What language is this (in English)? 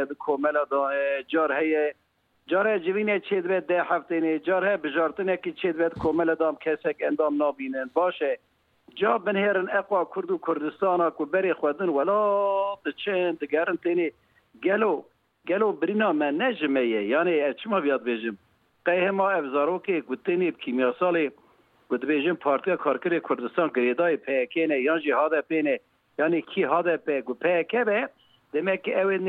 Kurdish